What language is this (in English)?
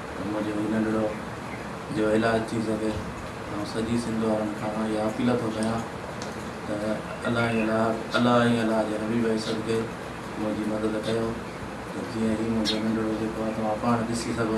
Sindhi